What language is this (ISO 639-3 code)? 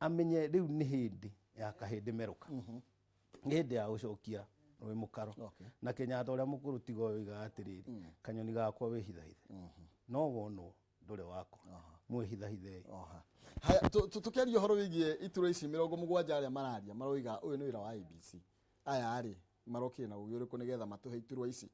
kik